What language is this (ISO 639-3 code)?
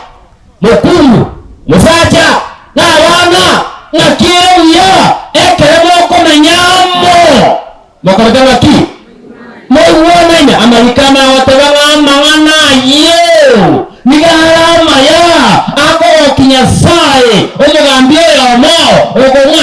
guz